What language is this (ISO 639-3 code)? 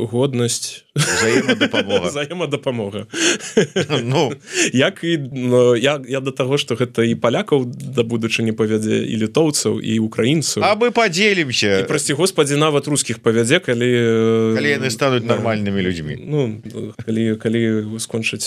bel